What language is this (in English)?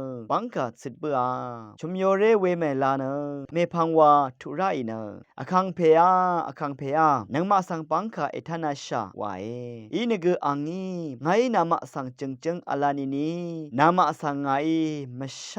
Rawang